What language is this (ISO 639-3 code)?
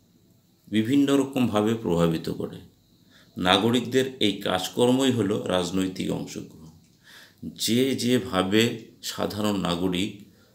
ben